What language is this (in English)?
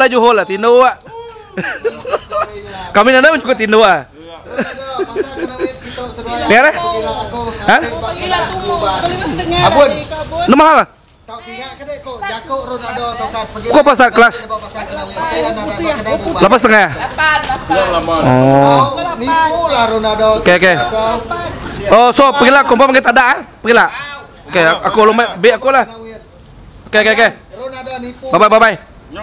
Malay